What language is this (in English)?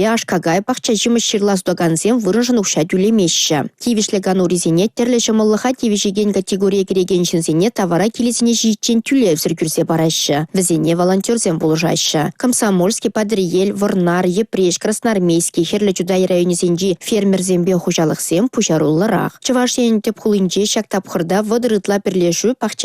Chuvash